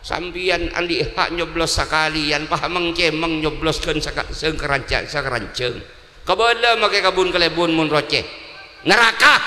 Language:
Madurese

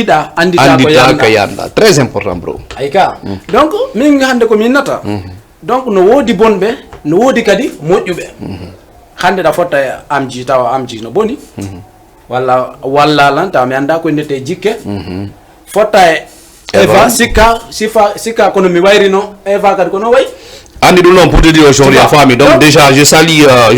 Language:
Fula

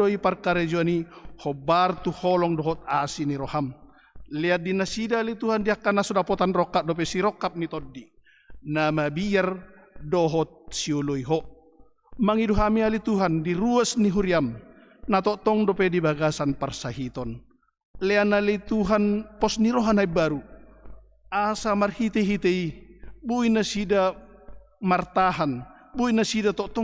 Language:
Batak Toba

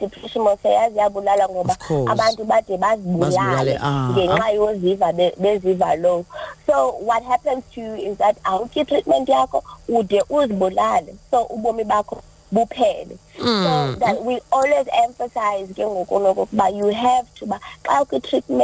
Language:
Xhosa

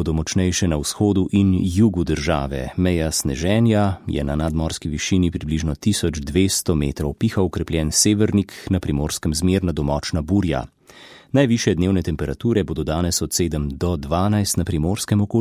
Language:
Slovenian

